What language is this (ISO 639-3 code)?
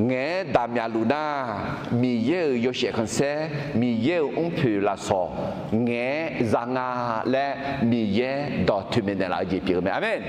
ahk